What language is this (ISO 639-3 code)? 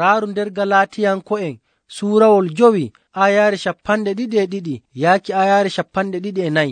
fuv